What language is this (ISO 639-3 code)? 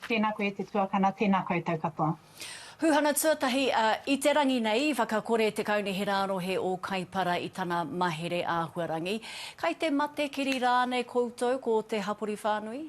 mri